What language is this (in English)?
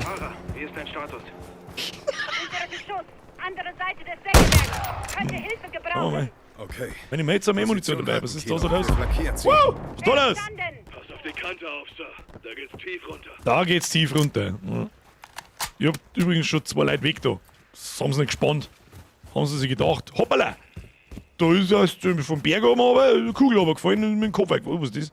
Bavarian